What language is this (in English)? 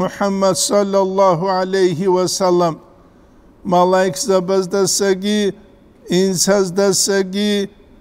Avaric